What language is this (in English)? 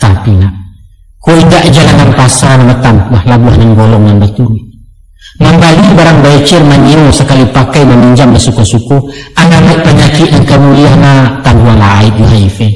Minangkabau